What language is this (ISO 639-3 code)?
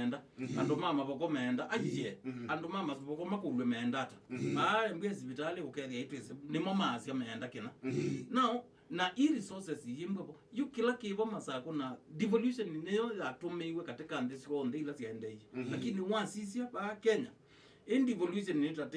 kam